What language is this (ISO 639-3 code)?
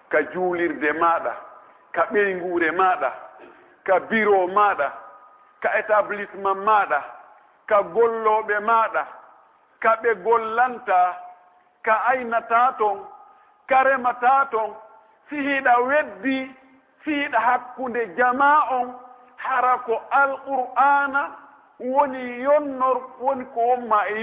fuf